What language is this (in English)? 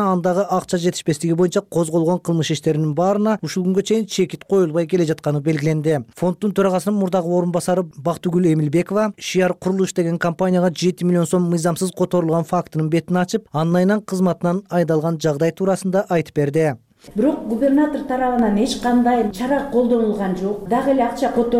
Kyrgyz